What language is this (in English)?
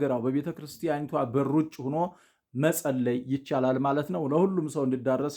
Amharic